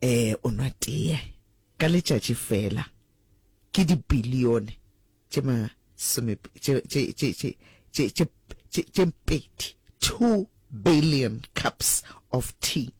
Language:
Northern Sotho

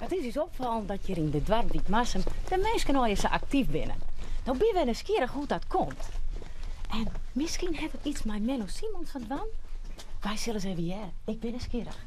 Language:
Western Frisian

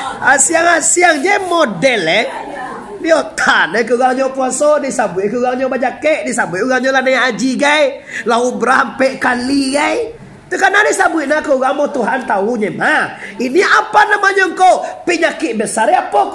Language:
Minangkabau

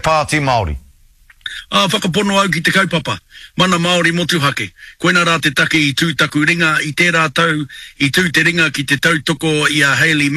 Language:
Māori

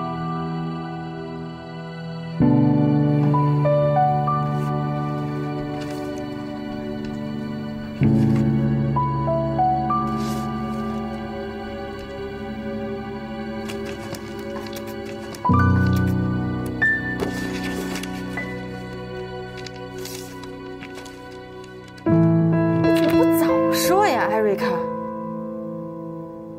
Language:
Chinese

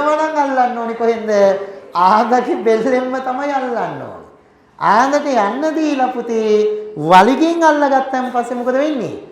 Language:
Sinhala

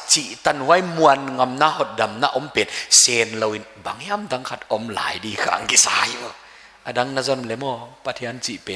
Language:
Paite Chin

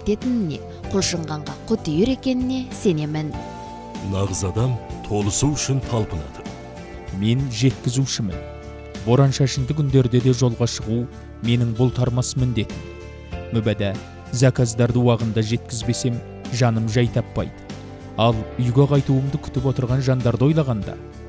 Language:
Kazakh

